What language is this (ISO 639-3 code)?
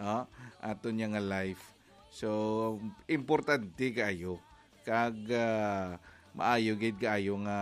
hil